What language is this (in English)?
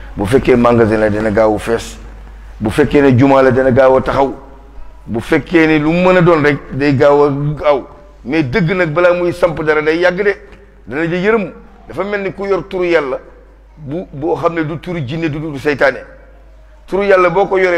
Wolof